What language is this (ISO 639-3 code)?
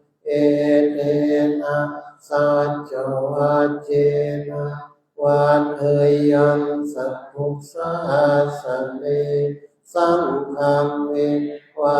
pli